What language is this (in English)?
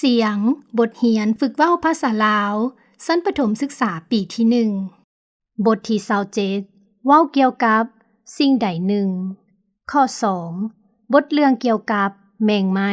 Lao